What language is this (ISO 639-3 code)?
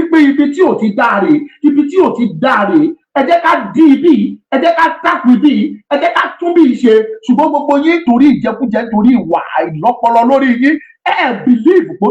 yor